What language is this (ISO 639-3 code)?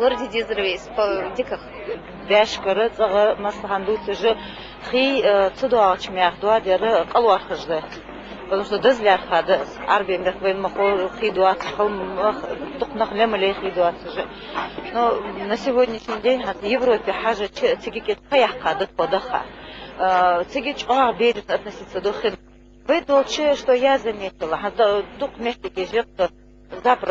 inh